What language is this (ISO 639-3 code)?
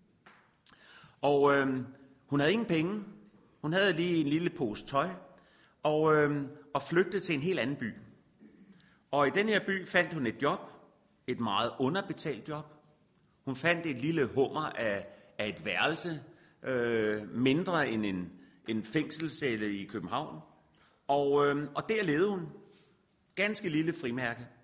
dan